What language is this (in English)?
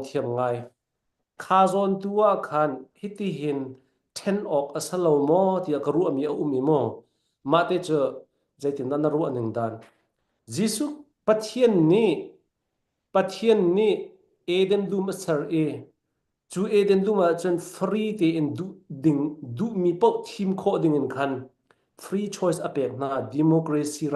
Falam Chin